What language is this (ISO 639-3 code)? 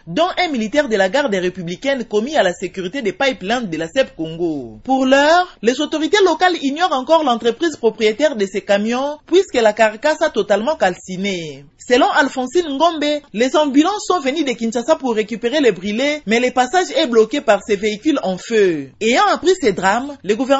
fra